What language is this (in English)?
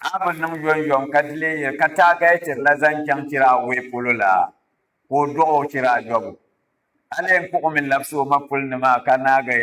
Dagbani